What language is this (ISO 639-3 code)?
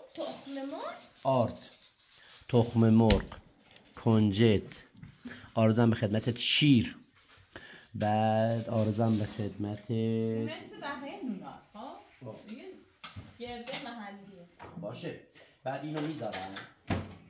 fas